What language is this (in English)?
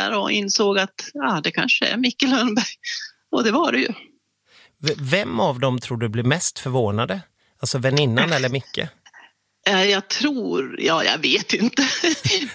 Swedish